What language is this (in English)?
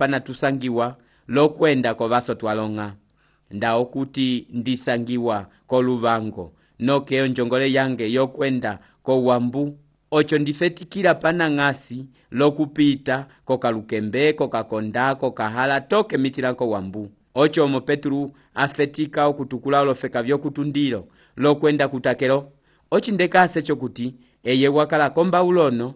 Umbundu